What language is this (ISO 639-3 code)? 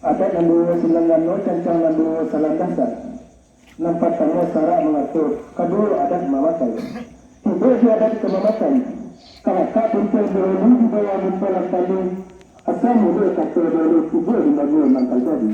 min